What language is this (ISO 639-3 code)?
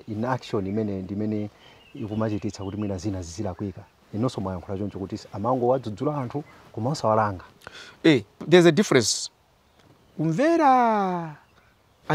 nya